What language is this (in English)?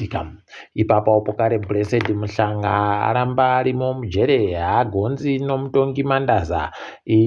Ndau